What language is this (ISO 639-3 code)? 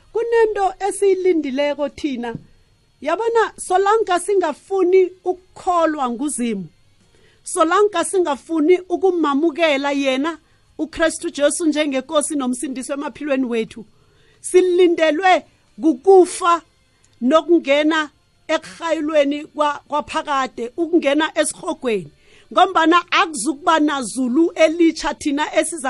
nbl